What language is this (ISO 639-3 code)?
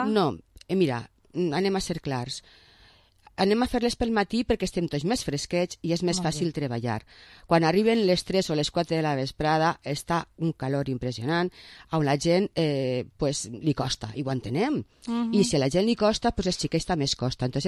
cat